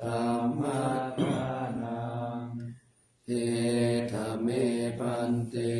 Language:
Pali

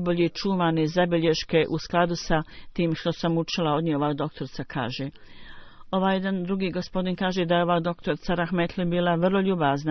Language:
Bosnian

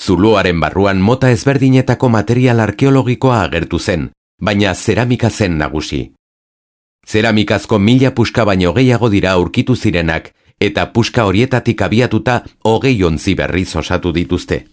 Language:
Basque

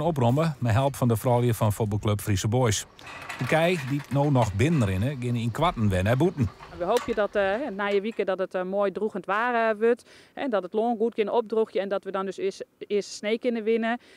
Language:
Western Frisian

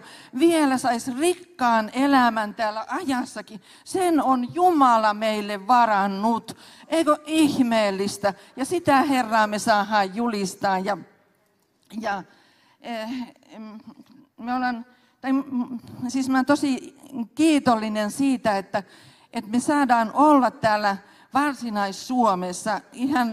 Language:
Finnish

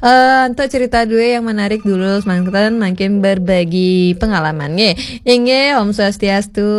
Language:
Balinese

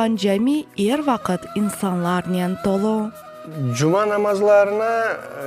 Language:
Crimean Tatar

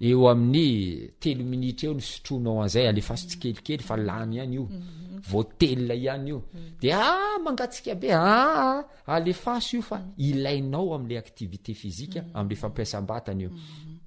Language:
Malagasy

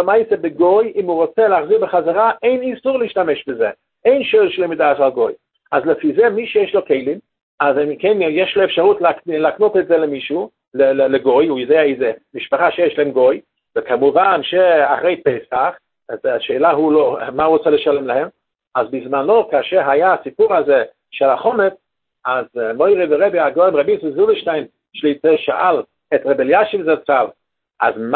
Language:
Hebrew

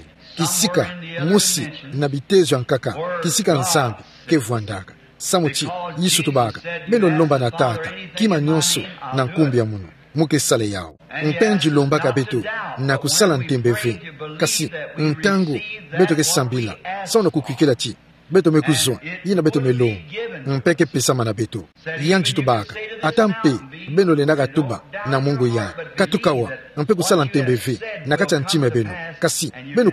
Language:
Kituba (Democratic Republic of Congo)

